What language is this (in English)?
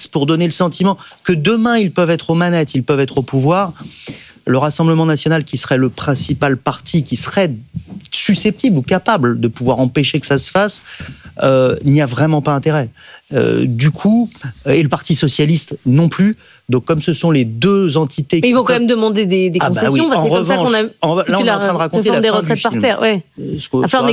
French